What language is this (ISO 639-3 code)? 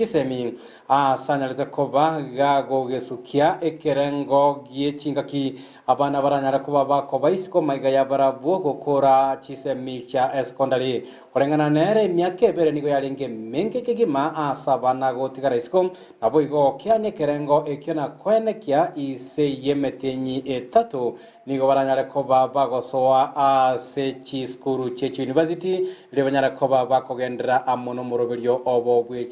guz